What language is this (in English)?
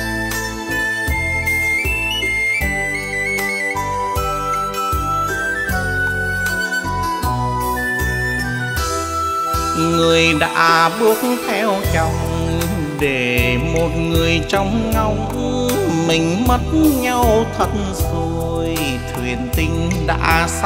Vietnamese